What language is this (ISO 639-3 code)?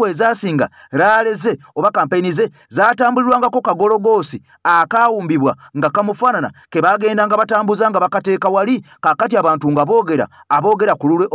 lug